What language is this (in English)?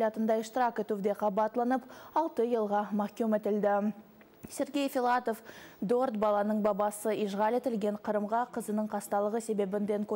Crimean Tatar